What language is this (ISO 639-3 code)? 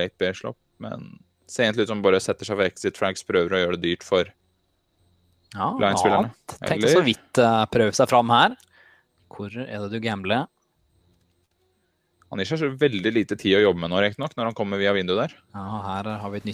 nor